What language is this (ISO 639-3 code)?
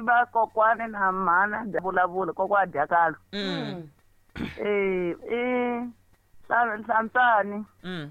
tso